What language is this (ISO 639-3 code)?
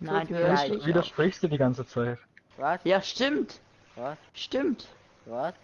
gsw